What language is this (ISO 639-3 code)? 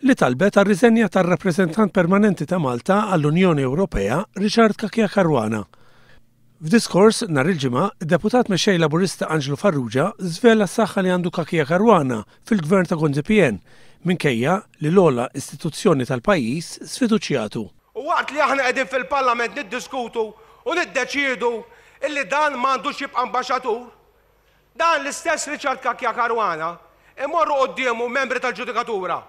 mlt